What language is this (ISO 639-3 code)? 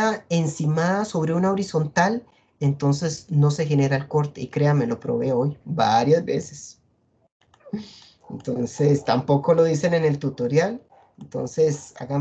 spa